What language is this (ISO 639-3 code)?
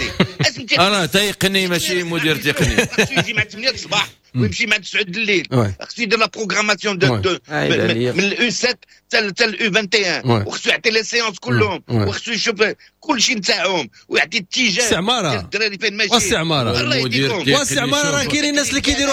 ary